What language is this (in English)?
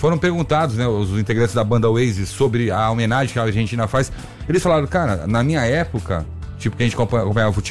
Portuguese